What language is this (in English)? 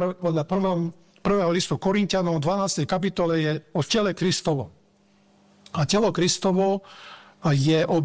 Slovak